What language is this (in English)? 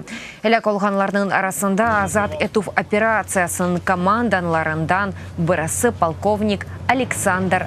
Crimean Tatar